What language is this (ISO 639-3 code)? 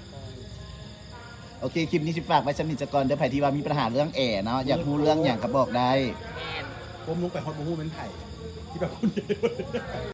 lao